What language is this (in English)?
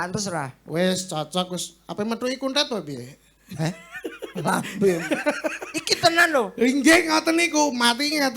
Javanese